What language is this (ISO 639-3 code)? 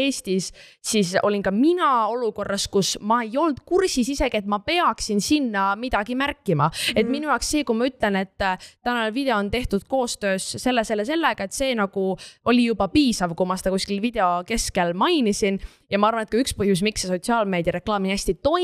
est